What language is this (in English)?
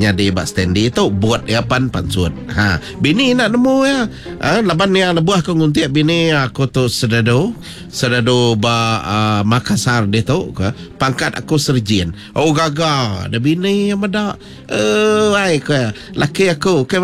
Iban